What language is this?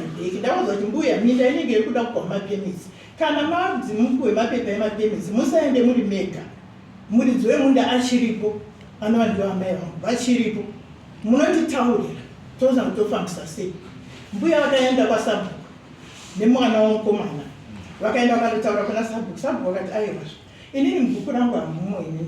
Shona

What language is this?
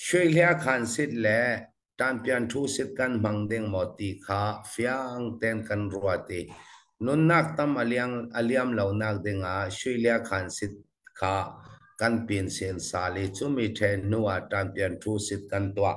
Falam Chin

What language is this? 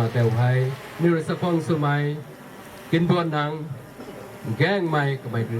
Rongmei Naga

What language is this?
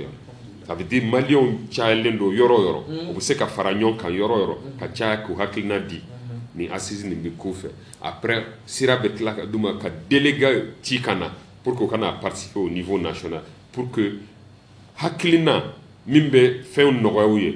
Bambara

